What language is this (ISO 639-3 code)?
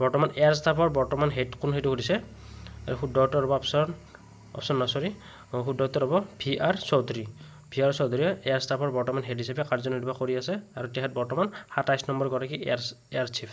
asm